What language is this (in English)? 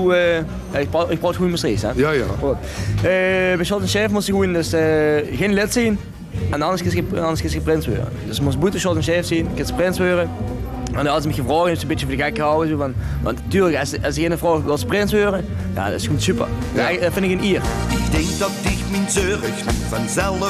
Limburgish